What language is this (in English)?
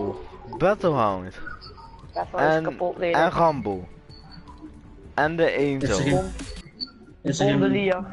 Dutch